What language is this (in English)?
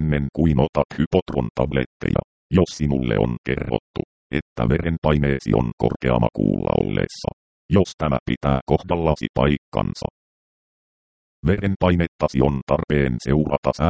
Finnish